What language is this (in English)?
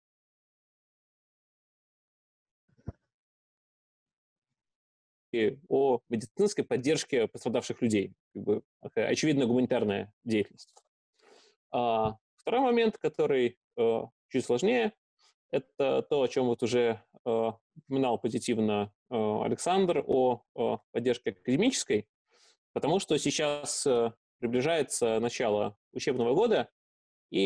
Russian